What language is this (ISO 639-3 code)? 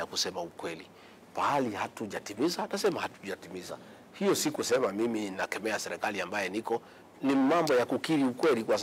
swa